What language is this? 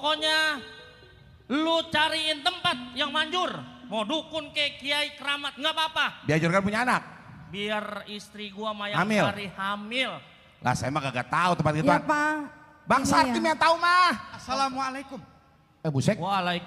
Betawi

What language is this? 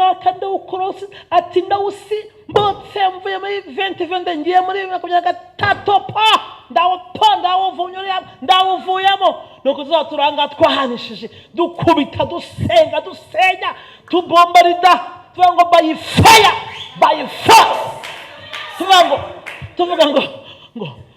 Kinyarwanda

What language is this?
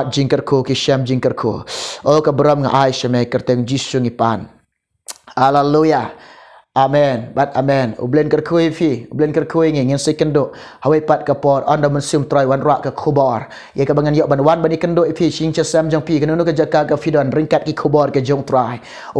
Khasi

